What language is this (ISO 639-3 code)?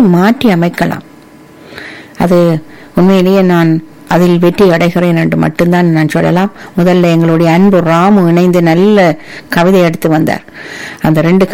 tam